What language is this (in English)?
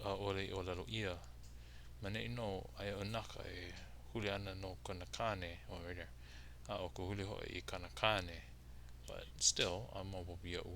Hawaiian